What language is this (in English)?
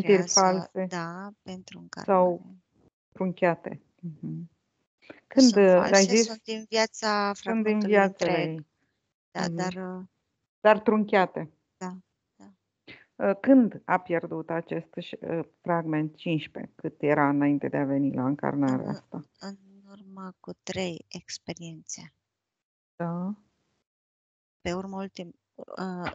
Romanian